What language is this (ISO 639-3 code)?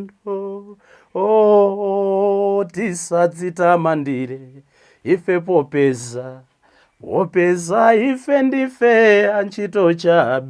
nya